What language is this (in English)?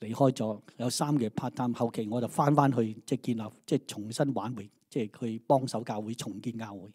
Cantonese